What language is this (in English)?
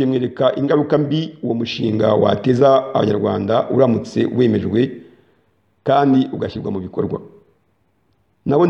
Kinyarwanda